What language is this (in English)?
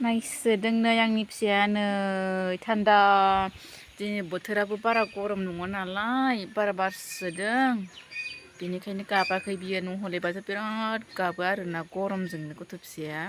Bodo